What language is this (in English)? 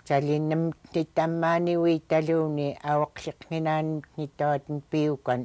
Central Yupik